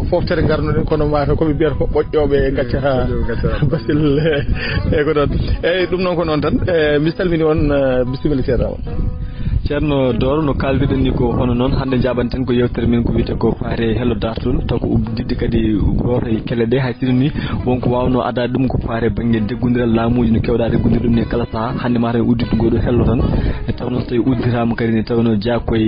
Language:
Fula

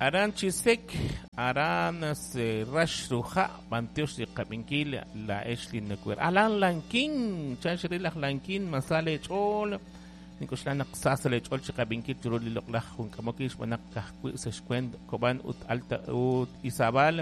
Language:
Kekchí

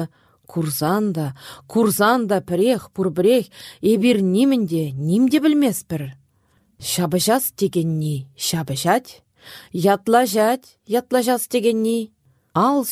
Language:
Chuvash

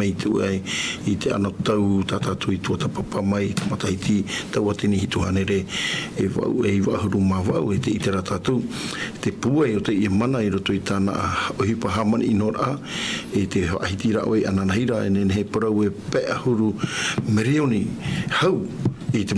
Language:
Tahitian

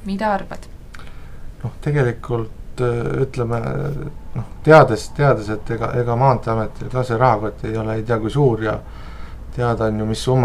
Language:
Estonian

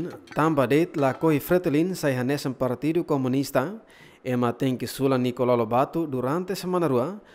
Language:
Tetum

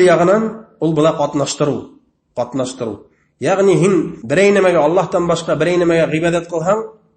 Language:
Bashkir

